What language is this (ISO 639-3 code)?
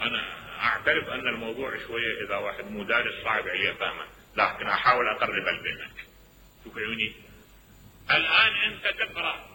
acm